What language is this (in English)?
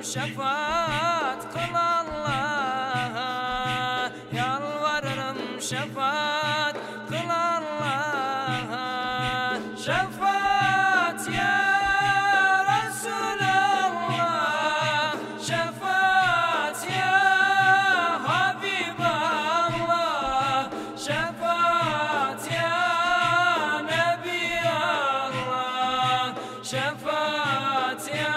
Turkish